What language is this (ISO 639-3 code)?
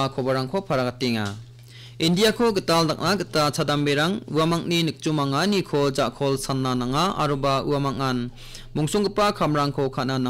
grt